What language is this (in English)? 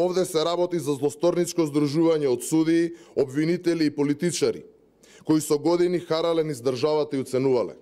Macedonian